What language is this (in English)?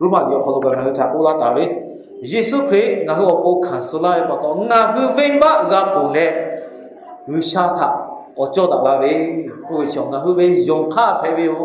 Lahu